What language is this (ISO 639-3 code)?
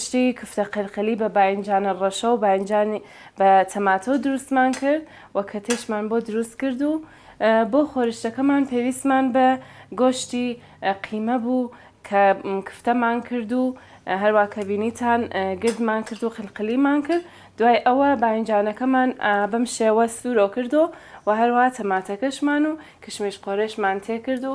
ckb